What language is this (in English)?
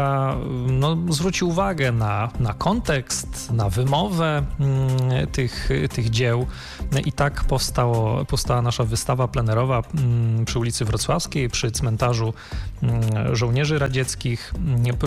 Polish